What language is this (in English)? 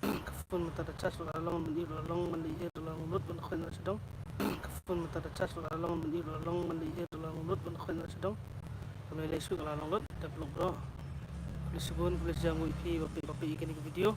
Khasi